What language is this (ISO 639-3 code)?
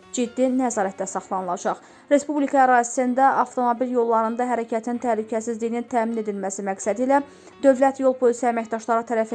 aze